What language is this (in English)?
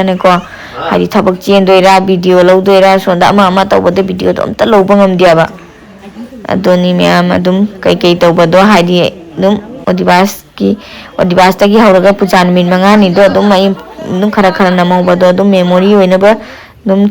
Manipuri